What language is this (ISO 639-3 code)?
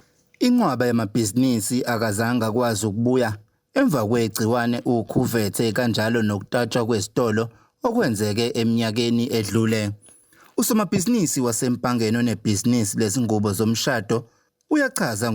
zul